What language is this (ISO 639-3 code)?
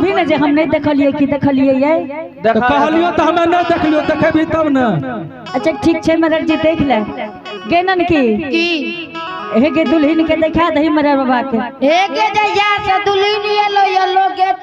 anp